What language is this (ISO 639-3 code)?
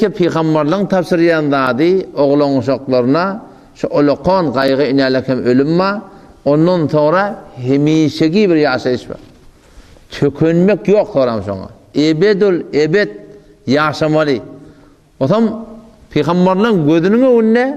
tuk